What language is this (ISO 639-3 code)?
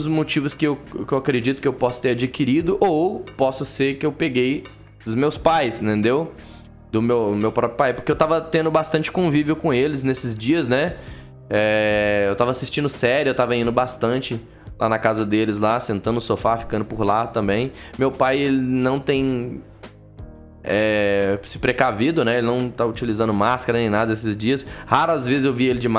por